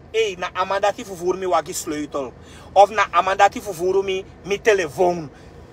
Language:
Sranan Tongo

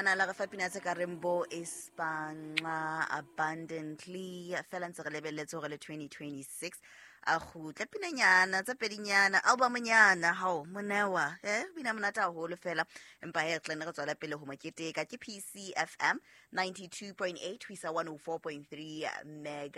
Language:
Southern Sotho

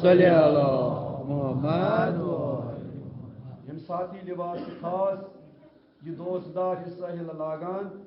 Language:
Kashmiri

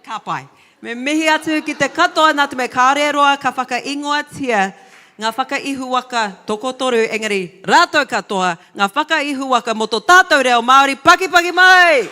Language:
Māori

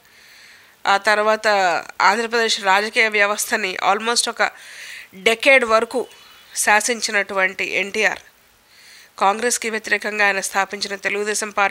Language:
Telugu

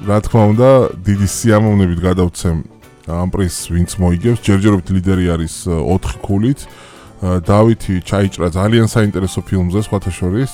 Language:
Georgian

